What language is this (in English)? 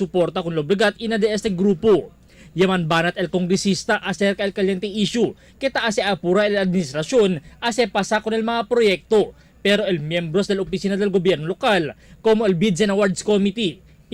Chavacano